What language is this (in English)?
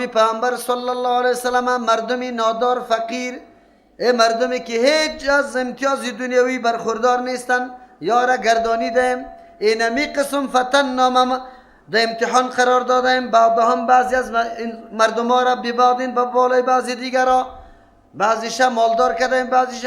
Persian